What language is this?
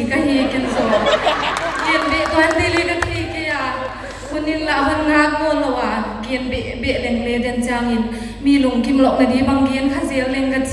Paite Chin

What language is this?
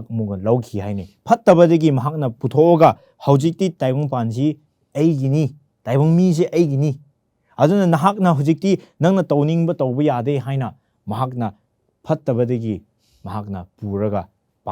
Manipuri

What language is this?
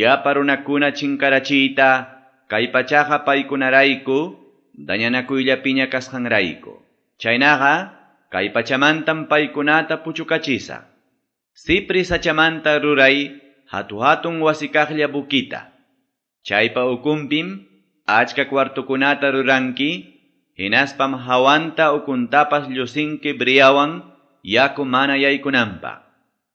Quechua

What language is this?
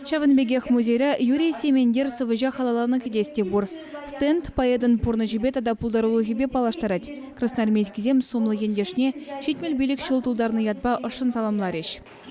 Chuvash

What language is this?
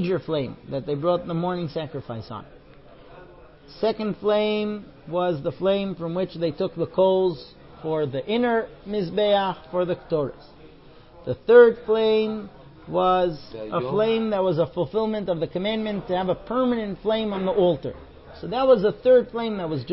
English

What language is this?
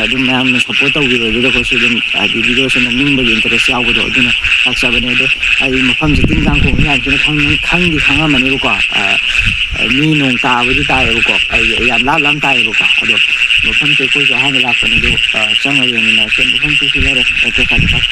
Manipuri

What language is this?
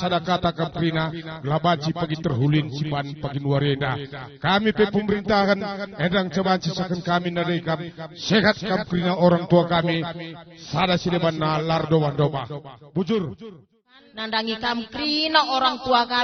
Batak Karo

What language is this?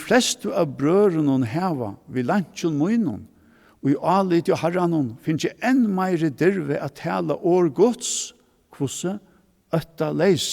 Faroese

